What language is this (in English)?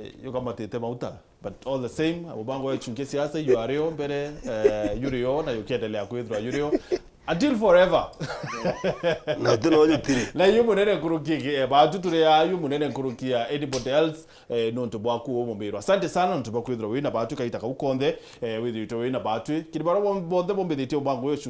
Meru